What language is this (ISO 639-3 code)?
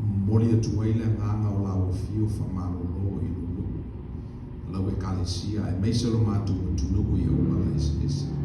smo